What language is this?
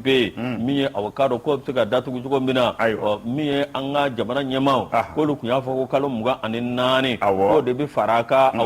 Bambara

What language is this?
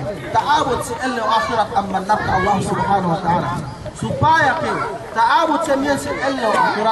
Yakan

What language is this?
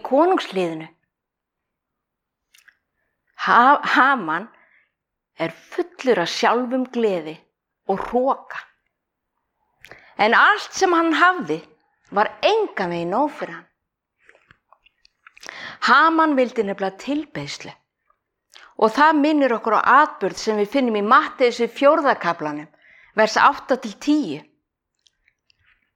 Icelandic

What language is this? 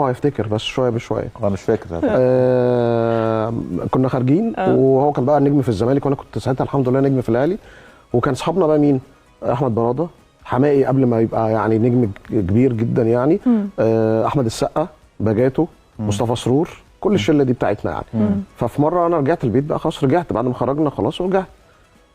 Egyptian Arabic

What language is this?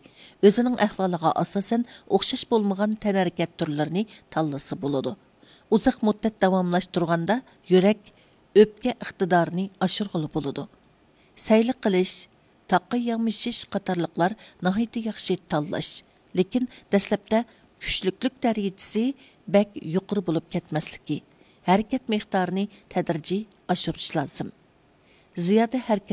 Uyghur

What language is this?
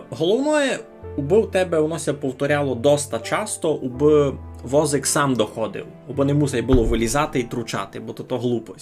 Rusyn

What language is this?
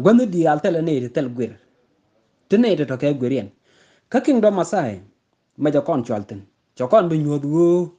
Nuer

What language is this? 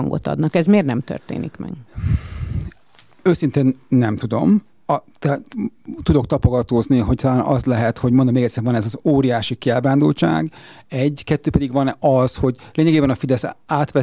Hungarian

